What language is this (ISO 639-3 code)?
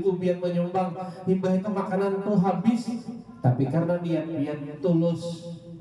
bjn